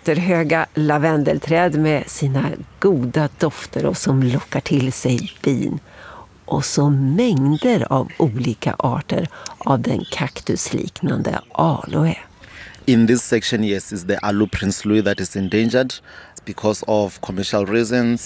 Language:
Swedish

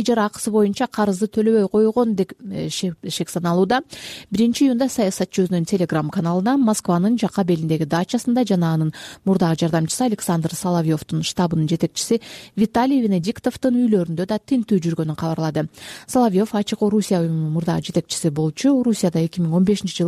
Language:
Kyrgyz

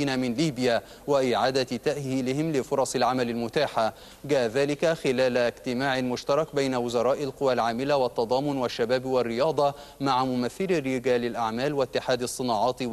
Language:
Arabic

